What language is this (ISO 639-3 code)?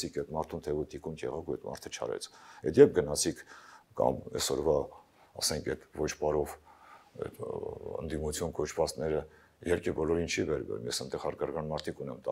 hye